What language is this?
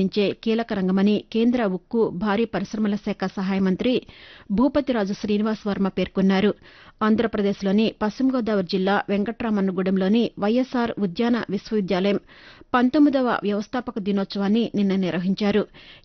Telugu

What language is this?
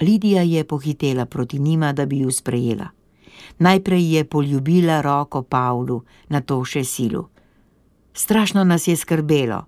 Slovenian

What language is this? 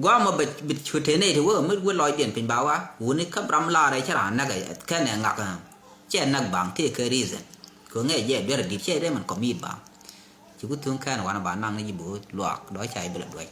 Nuer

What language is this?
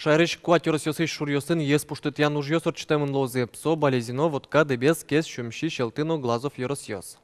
Udmurt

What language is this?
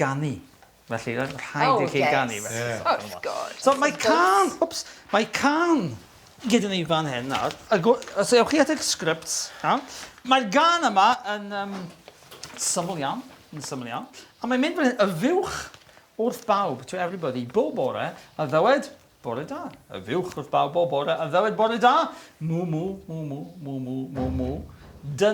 Welsh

